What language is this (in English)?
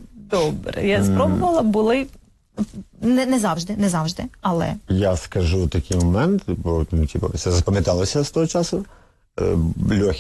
Ukrainian